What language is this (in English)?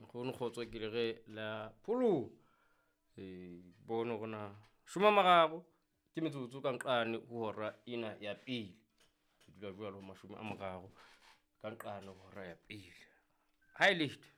Southern Sotho